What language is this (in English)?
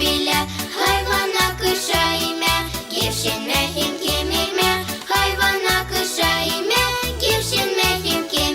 Gagauz